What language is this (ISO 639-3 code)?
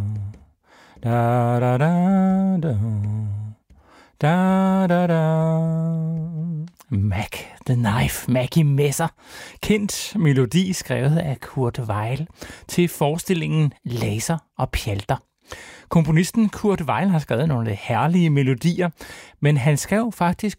dan